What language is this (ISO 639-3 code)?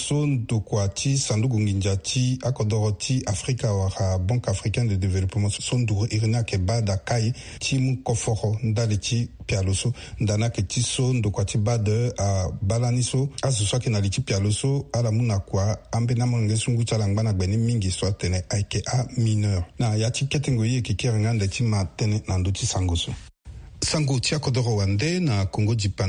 sag